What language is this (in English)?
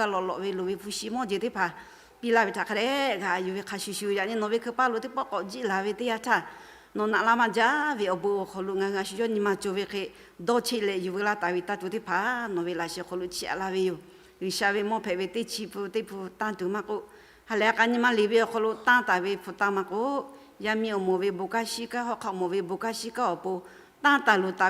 Lahu